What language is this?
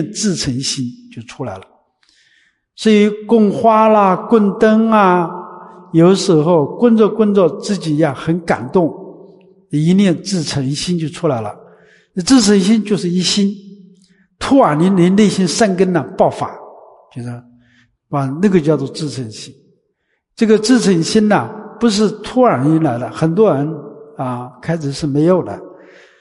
Chinese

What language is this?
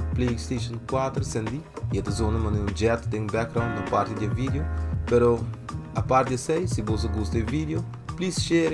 Papiamento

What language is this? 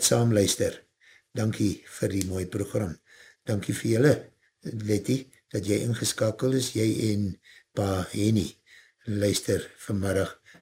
Afrikaans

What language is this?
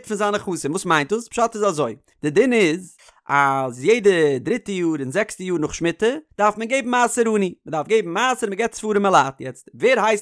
Yiddish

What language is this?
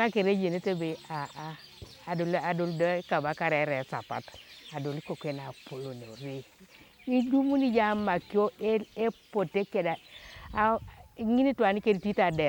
Teso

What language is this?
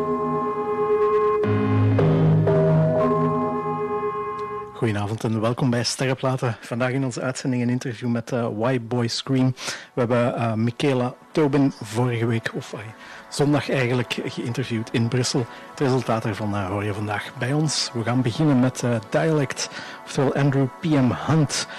Dutch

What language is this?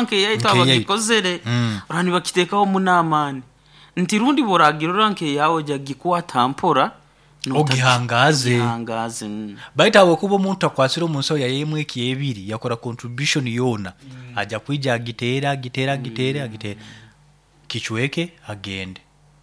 Nyoro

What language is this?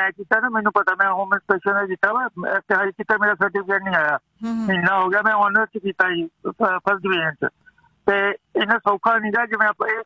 Punjabi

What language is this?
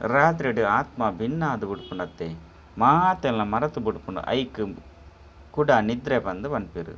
Tulu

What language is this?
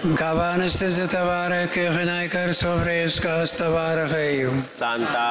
Tigrinya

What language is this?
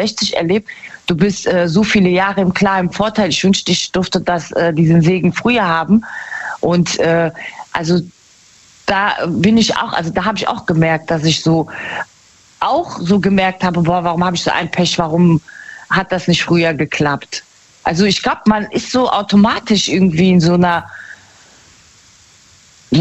German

